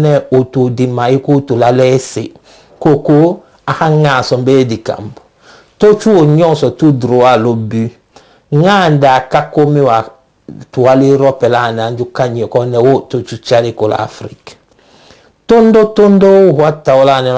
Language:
Tetela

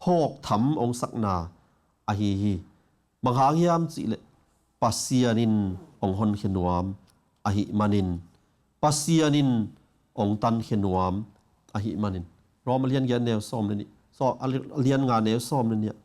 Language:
Tedim Chin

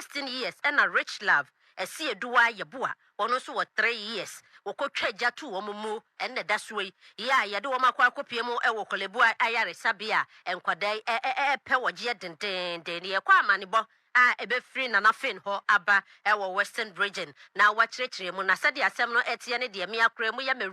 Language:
Akan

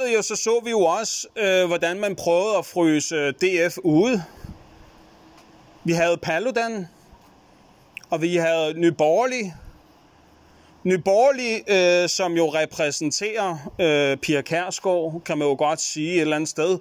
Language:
Danish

